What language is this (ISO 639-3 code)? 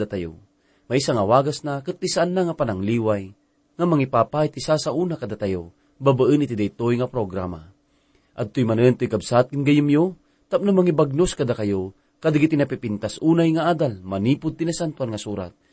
ilo